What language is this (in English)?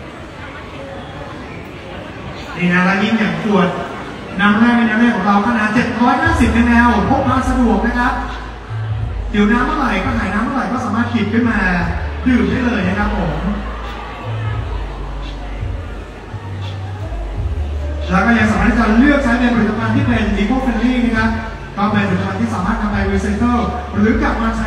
Thai